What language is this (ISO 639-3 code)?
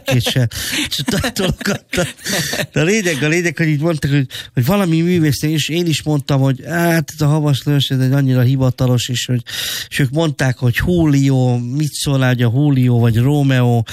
hun